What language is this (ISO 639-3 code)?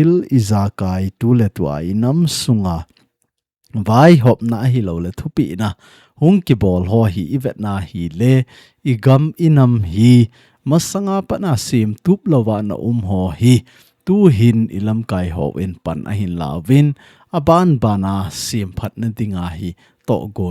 tcz